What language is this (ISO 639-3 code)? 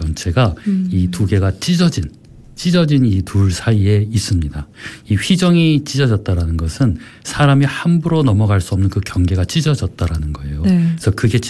kor